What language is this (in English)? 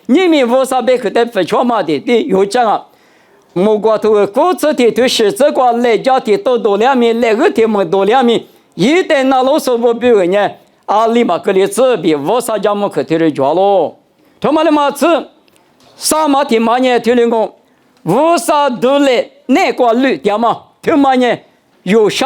Lisu